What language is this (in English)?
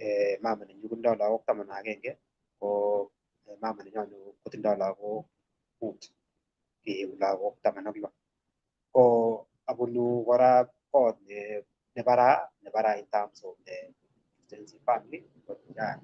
Kalenjin